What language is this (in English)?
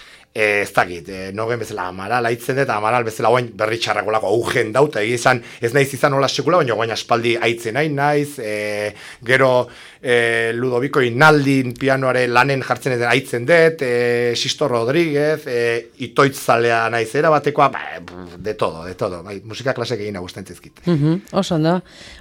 Basque